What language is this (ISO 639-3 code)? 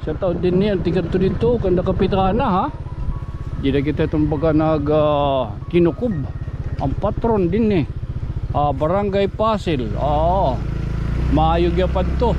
war